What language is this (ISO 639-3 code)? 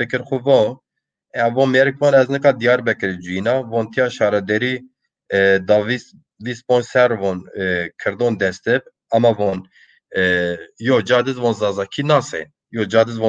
zza